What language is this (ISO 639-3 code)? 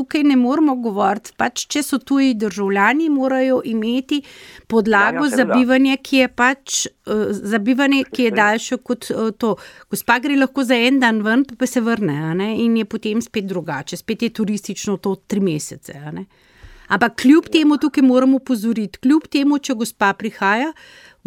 slv